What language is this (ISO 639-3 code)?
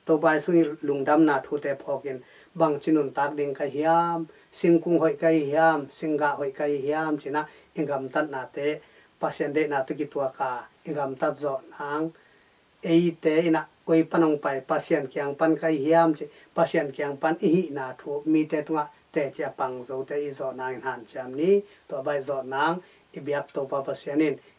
ctd